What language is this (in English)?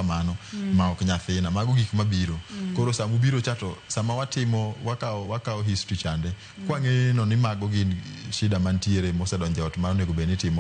Luo (Kenya and Tanzania)